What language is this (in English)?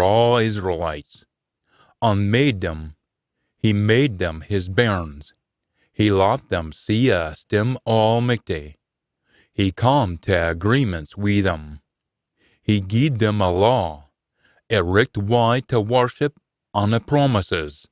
Scots